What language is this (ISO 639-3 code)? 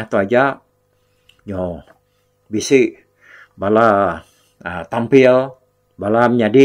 iba